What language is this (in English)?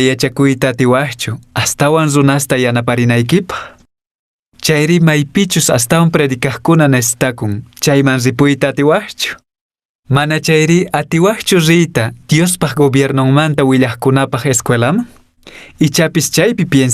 Quechua